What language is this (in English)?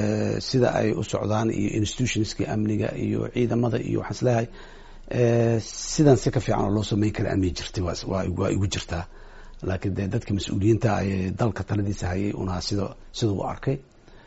Somali